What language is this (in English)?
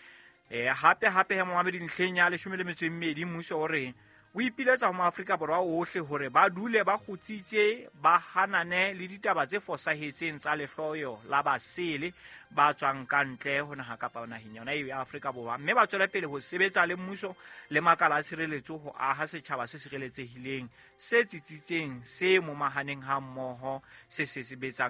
Southern Sotho